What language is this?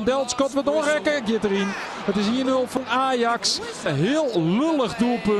Western Frisian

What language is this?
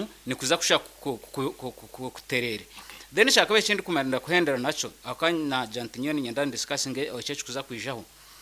Nyankole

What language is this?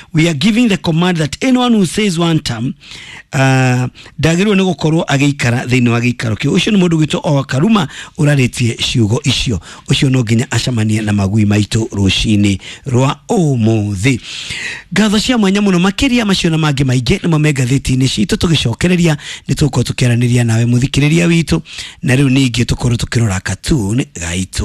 Kikuyu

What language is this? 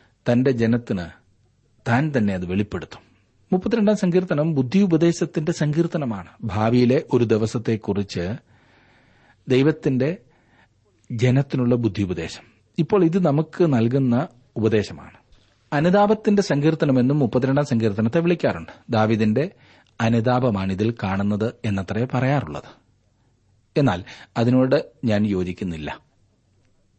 Malayalam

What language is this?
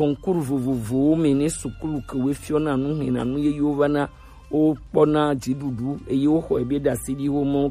Gen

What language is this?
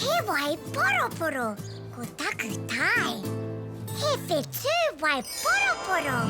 Māori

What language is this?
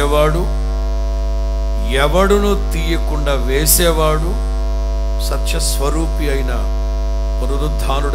Telugu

